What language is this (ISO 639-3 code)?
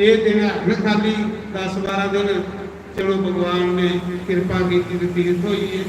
doi